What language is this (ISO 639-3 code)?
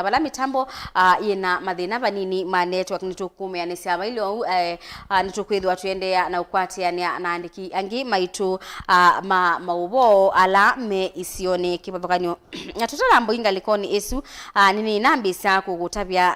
kam